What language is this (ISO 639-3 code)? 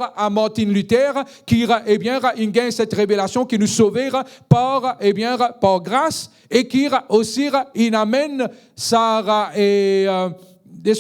mfe